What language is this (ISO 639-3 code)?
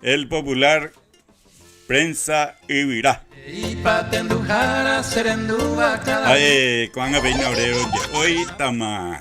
grn